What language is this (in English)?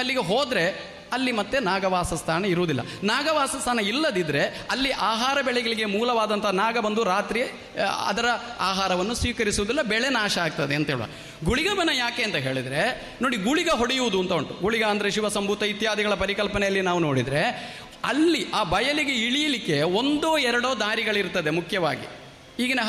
Kannada